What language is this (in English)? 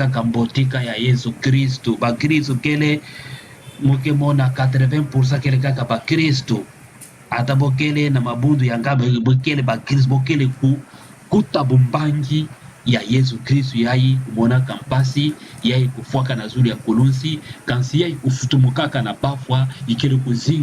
Kituba (Democratic Republic of Congo)